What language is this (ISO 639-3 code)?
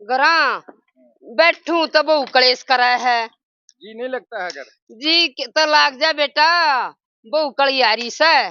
bgc